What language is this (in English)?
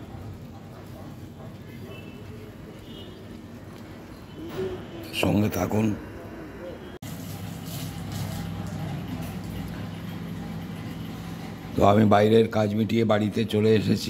Bangla